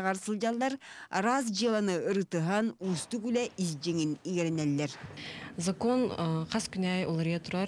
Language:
Yakut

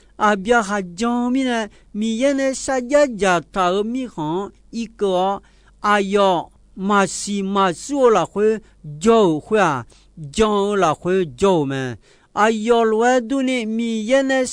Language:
Akha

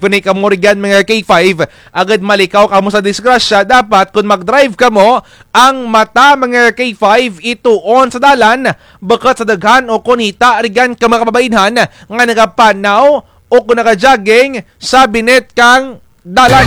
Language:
Kinaray-a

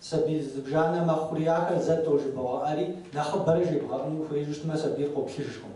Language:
Kabardian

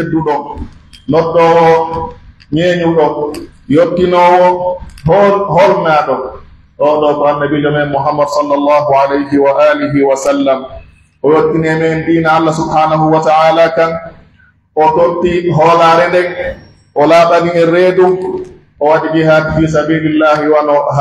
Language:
Pular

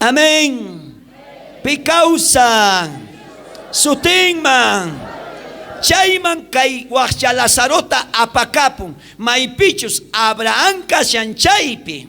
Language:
South Bolivian Quechua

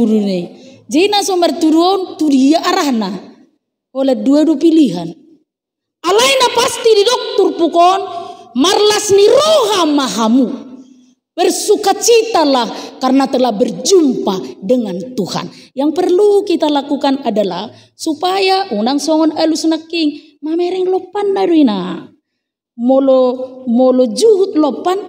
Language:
Batak Toba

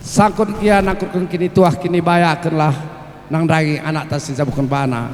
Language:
Batak Karo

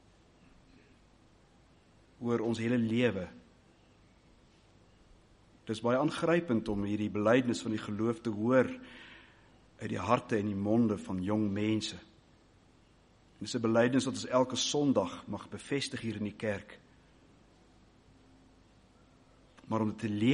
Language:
Afrikaans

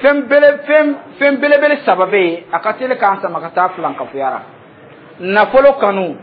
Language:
Dyula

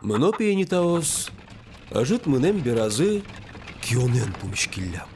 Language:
Udmurt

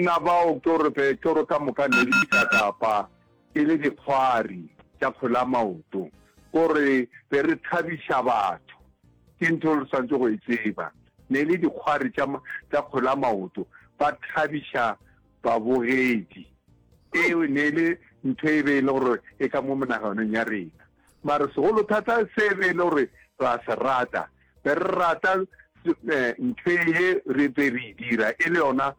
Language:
Northern Sotho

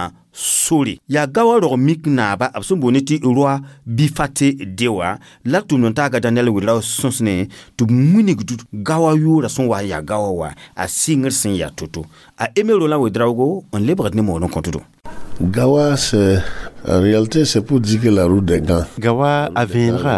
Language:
Mossi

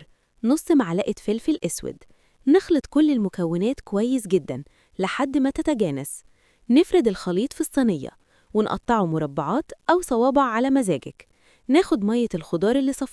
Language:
Egyptian Arabic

